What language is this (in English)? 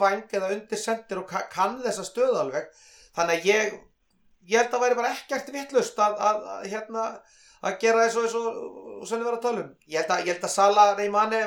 Icelandic